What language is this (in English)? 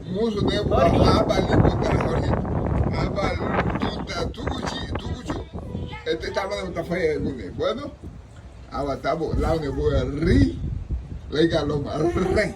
Garifuna